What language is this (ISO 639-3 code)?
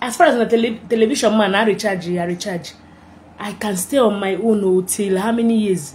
ibo